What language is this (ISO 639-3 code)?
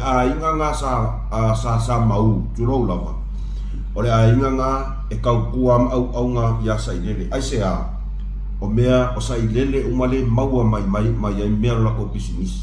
smo